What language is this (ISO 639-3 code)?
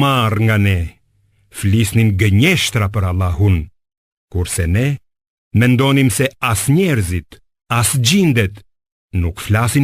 sqi